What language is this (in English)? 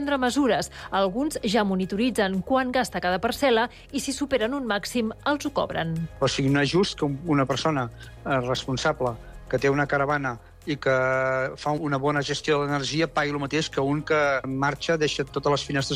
Catalan